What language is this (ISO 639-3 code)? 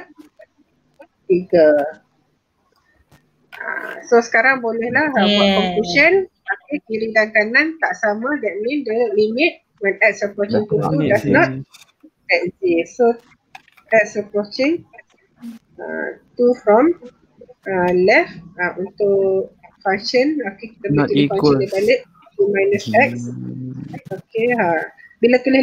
msa